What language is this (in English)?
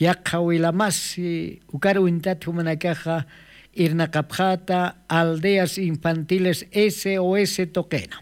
Aymara